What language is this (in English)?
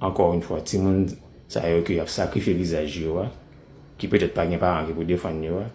Haitian Creole